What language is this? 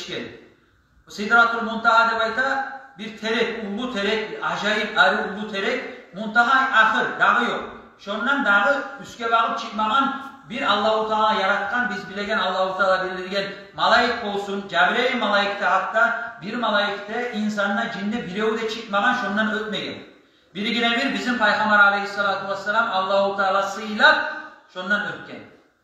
Kumyk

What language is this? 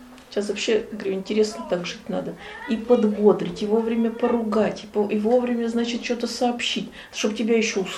Russian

